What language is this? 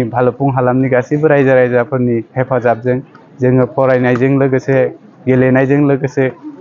Bodo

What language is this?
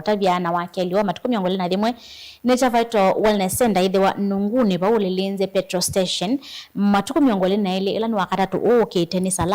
Kamba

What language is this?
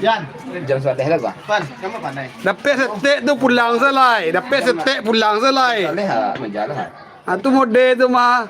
Minangkabau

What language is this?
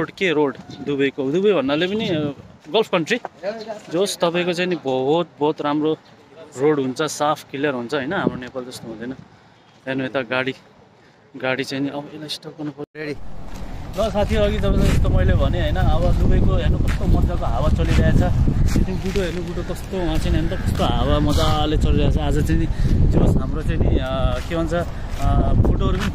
Nepali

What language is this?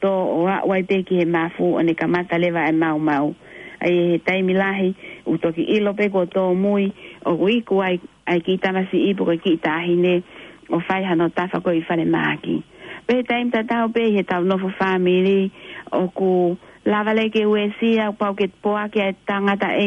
Tongan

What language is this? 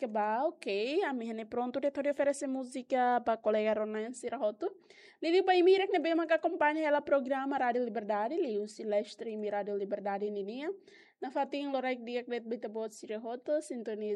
Tetum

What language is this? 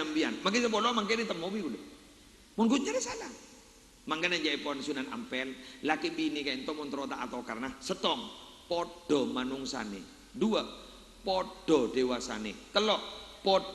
Madurese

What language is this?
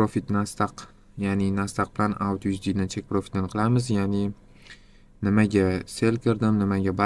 Uzbek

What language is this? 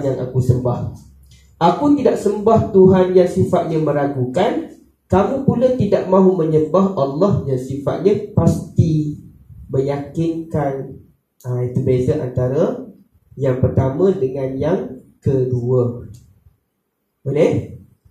Malay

